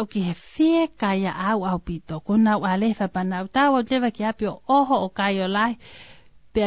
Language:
Tongan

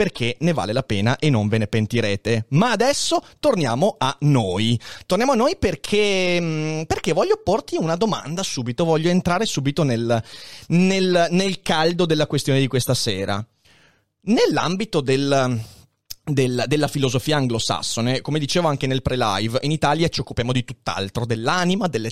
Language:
Italian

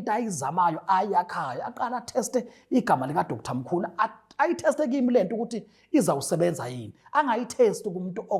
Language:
Zulu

